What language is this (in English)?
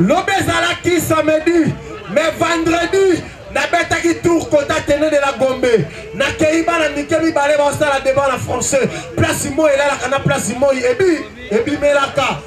Lingala